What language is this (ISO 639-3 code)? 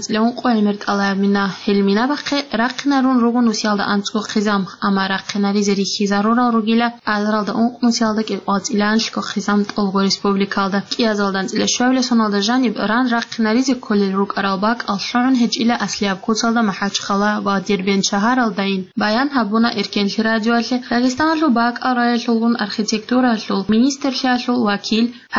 ava